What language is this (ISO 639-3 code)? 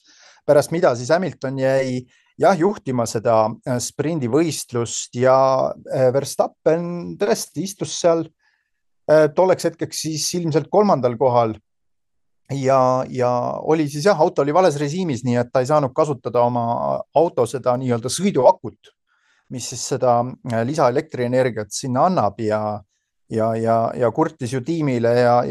est